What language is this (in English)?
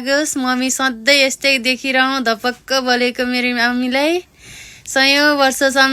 Nepali